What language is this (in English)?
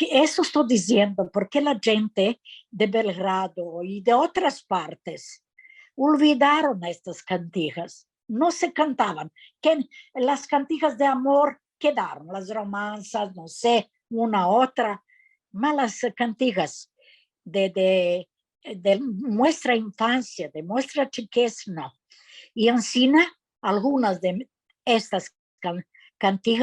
Ladino